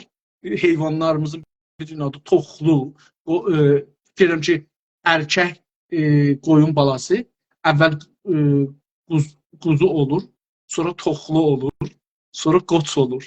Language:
South Azerbaijani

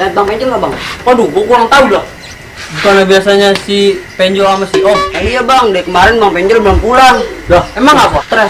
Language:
Betawi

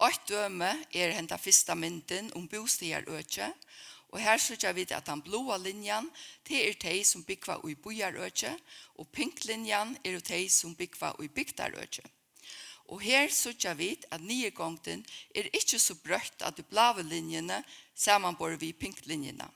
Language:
Faroese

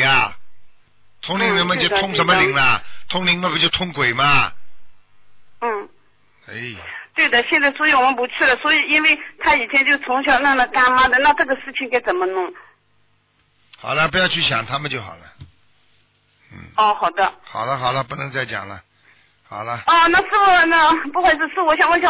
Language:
Chinese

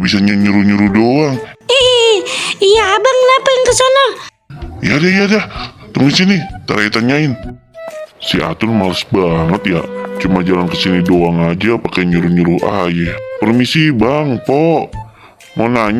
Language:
Betawi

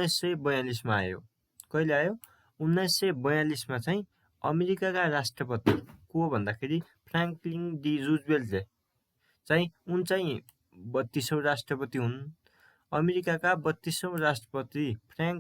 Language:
Nepali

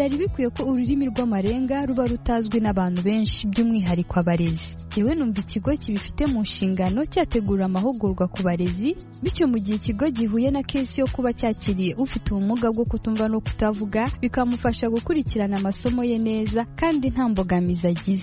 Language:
Kinyarwanda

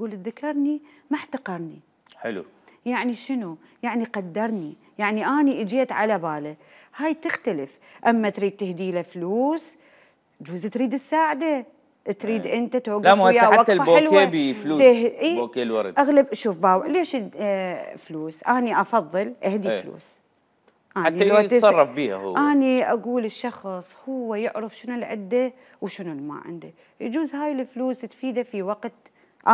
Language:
Mesopotamian Arabic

